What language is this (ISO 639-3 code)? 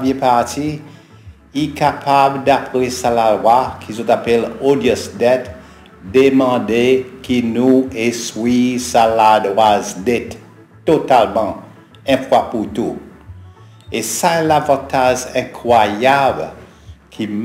crs